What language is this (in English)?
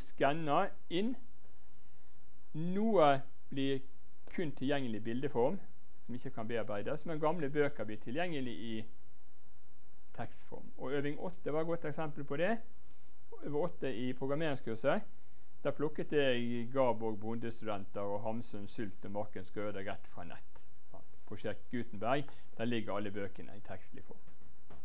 Norwegian